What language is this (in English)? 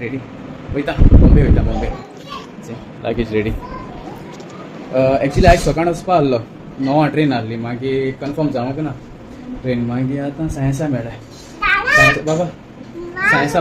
Konkani